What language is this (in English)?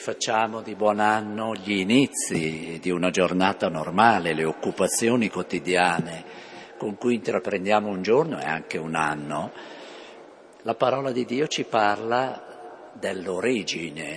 Italian